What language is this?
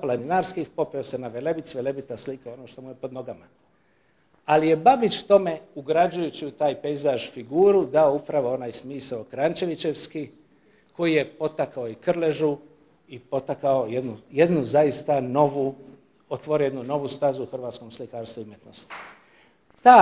Croatian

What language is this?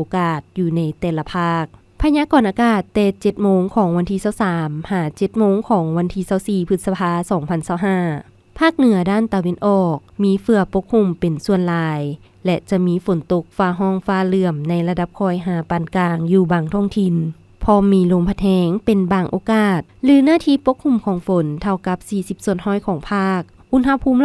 Lao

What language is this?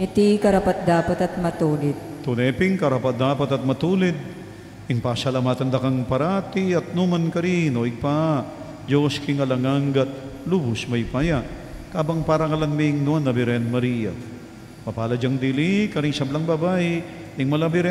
Pampanga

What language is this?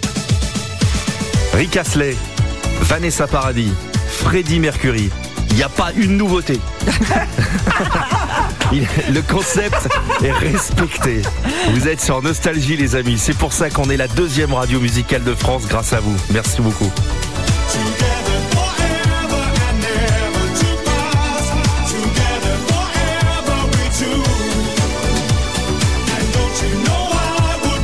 French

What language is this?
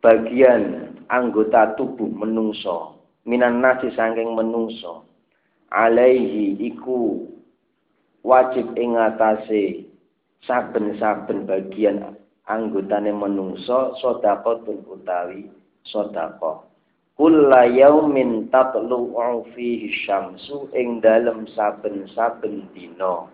Javanese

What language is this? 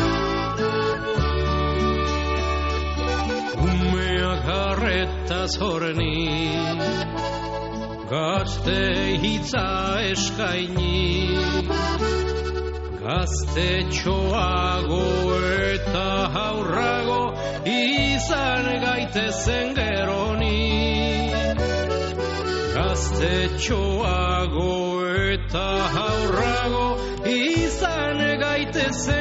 Basque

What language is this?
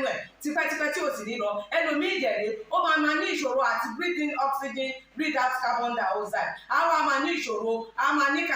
Yoruba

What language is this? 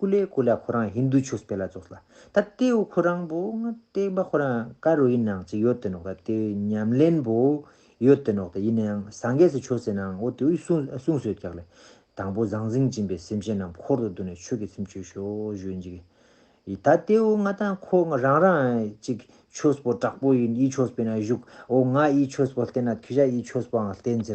Ladakhi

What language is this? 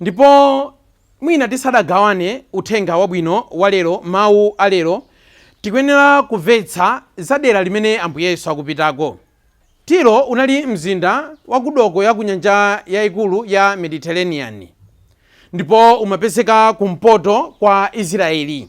Nyanja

